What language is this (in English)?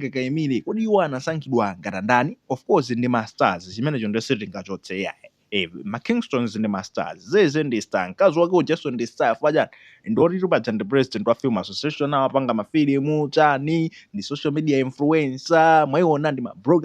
Nyanja